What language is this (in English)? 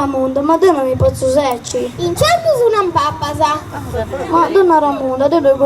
Sardinian